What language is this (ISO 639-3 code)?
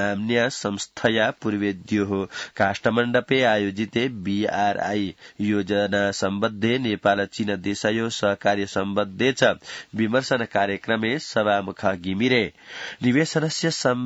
san